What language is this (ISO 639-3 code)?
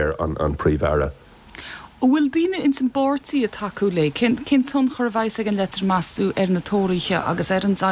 gle